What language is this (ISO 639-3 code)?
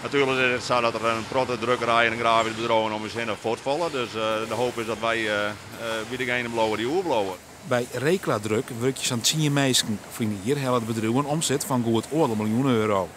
fry